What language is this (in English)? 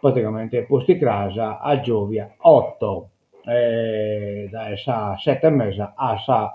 Sardinian